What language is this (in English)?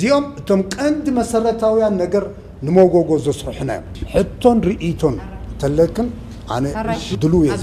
Tigrinya